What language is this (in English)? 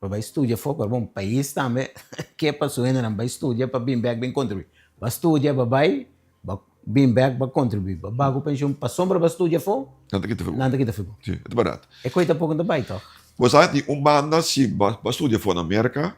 Papiamento